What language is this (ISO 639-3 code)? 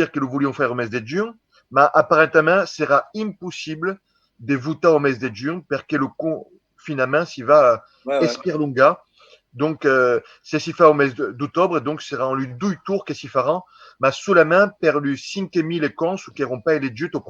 oci